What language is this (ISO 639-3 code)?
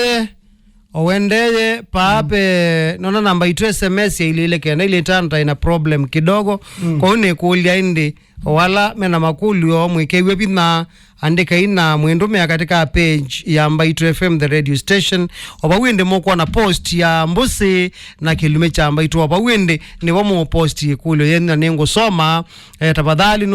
kam